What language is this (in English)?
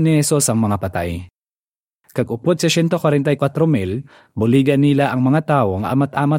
Hiligaynon